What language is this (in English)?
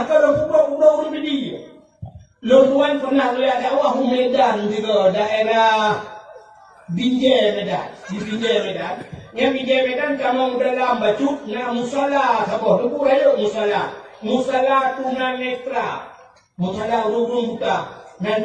Achinese